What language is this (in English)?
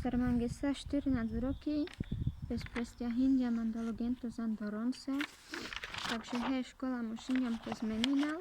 Carpathian Romani